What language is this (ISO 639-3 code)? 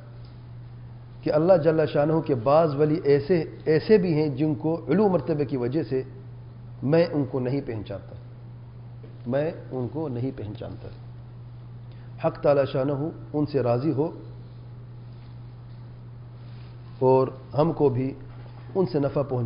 urd